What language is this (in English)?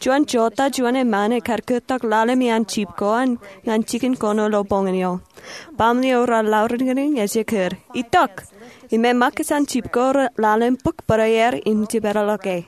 Marshallese